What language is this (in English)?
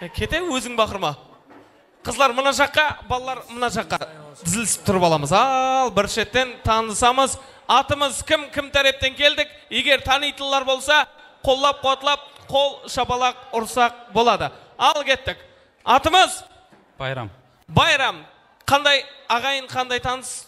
Kara-Kalpak